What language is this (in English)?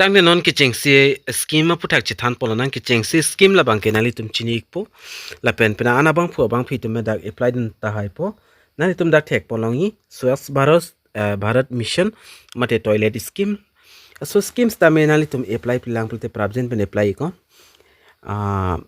Karbi